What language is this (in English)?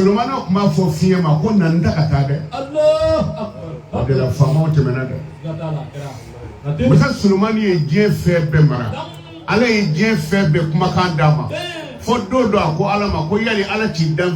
Bambara